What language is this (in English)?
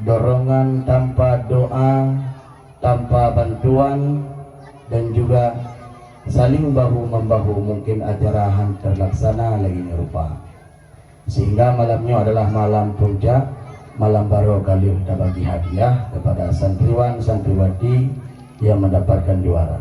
Achinese